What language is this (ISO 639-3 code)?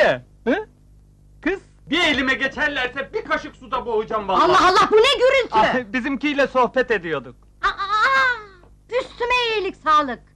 tur